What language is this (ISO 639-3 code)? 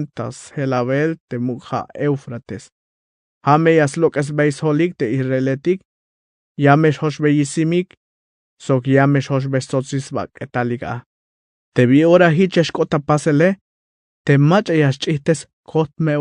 tzh